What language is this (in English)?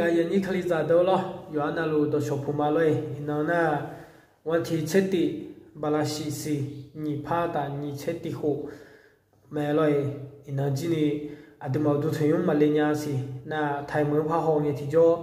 Akha